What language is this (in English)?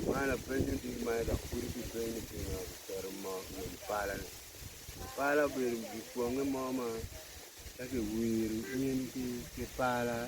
Acoli